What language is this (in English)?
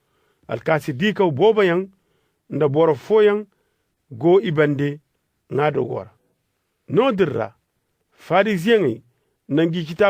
Koyraboro Senni